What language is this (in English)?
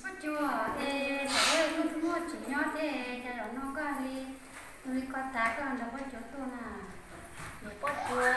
Hmong